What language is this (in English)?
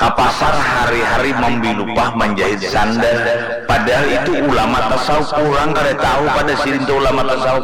Banjar